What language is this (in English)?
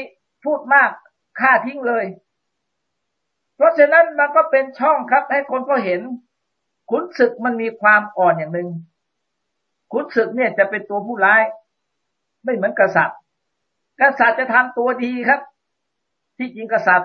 Thai